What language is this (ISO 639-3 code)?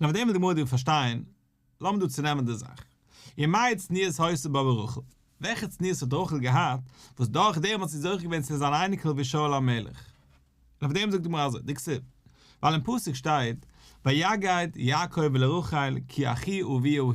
yid